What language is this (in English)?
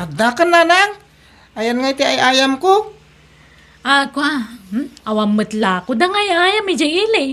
Iloko